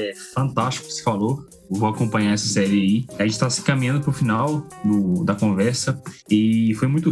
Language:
Portuguese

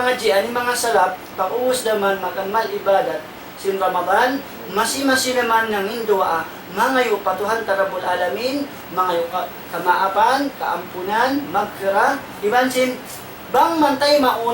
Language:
Tausug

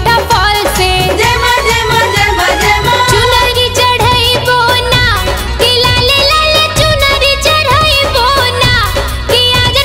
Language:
Bhojpuri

